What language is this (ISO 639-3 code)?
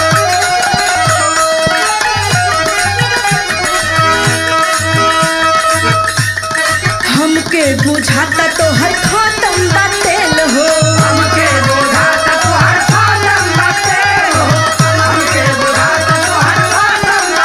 bho